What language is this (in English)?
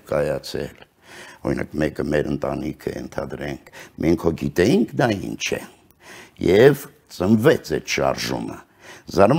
Armenian